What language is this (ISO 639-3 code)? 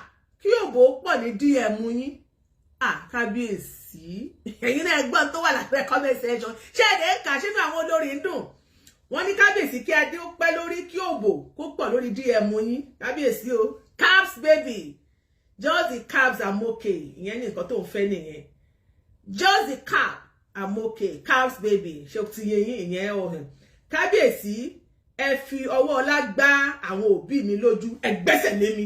yor